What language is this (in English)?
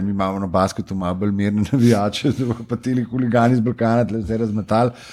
Slovenian